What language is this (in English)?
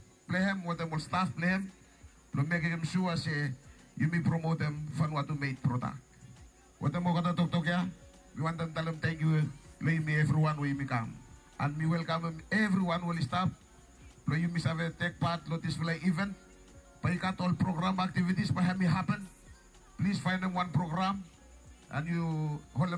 Bislama